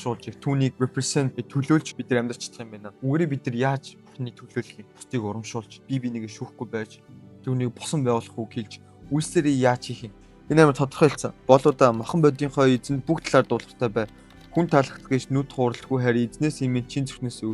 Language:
Mongolian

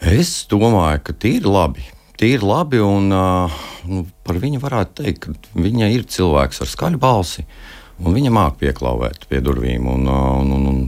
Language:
Latvian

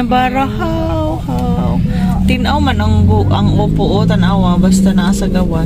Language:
Cebuano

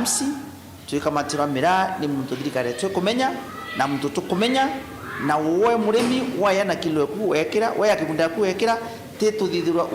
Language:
Meru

